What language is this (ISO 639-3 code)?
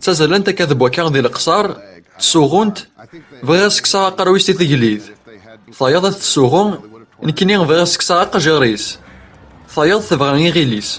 kab